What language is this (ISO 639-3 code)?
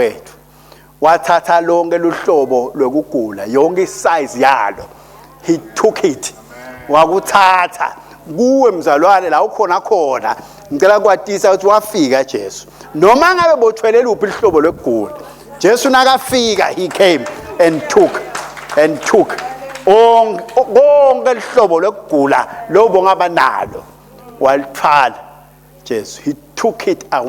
ssw